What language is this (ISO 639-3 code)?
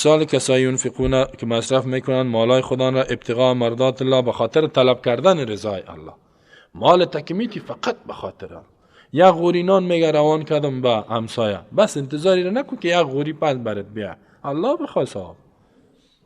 fas